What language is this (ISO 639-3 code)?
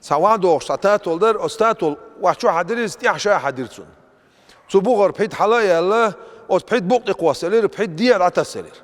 che